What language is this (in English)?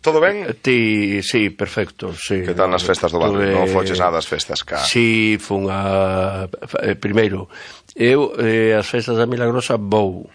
Galician